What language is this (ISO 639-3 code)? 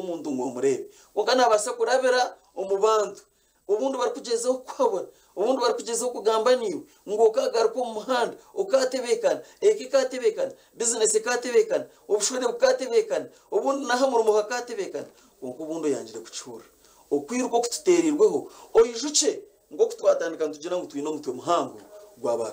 nyn